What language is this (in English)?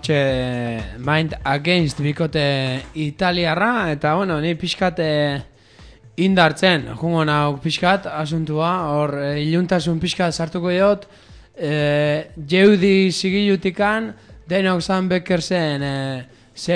Basque